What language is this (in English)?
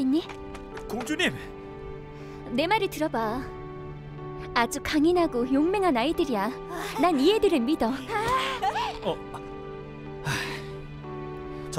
Korean